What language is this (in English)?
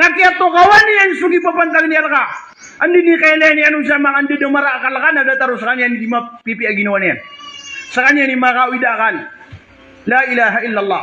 Maranao